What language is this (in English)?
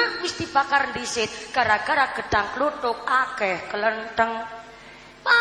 Javanese